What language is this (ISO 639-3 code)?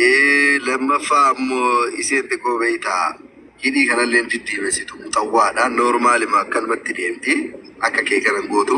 orm